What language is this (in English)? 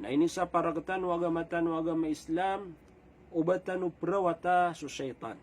Maranao